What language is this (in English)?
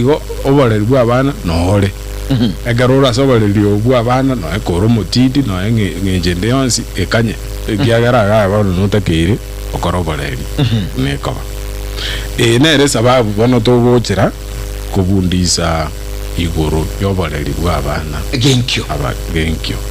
Gusii